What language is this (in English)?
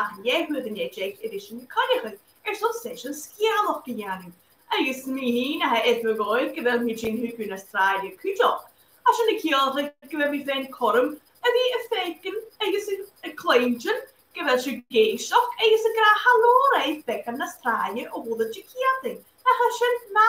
Scottish Gaelic